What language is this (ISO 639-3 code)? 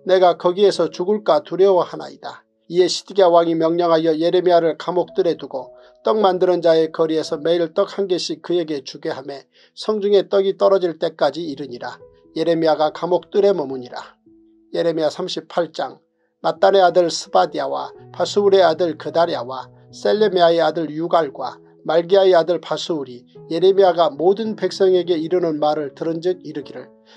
kor